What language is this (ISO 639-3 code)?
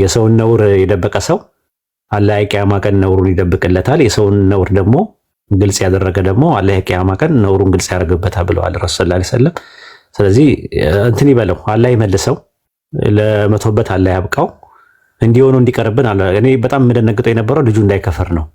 amh